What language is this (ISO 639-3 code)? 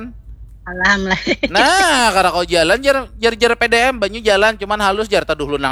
bjn